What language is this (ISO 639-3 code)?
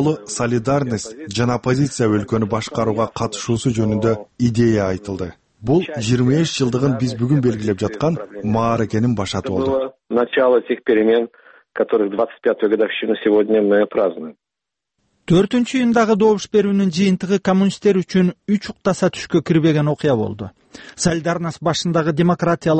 kir